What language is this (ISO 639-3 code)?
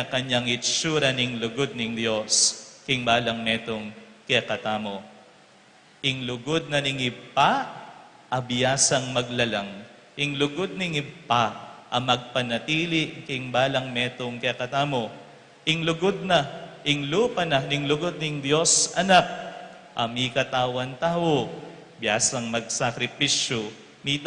pam